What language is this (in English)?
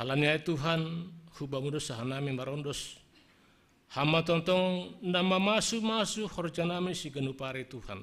Batak Simalungun